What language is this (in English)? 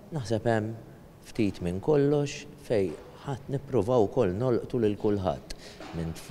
Maltese